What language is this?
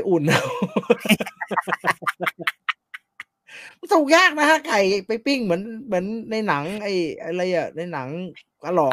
Thai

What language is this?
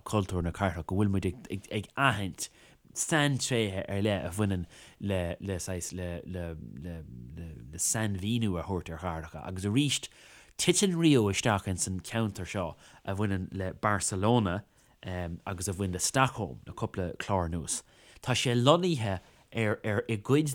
Irish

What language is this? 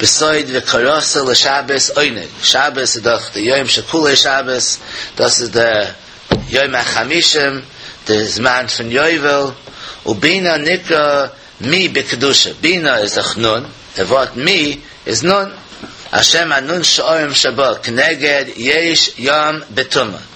Yiddish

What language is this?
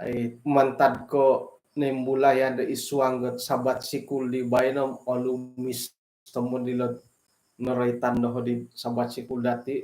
Central Dusun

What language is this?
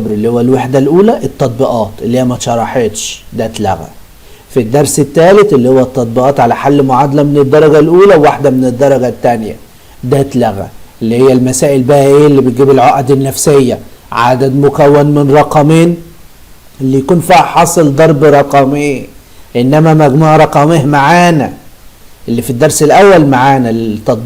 Egyptian Arabic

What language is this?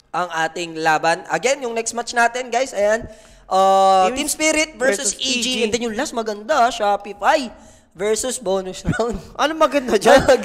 Filipino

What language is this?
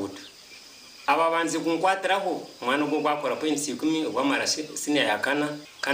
Nyankole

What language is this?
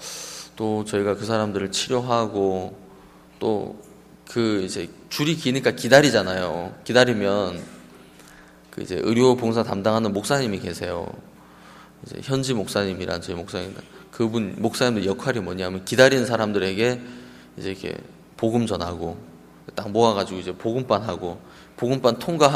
Korean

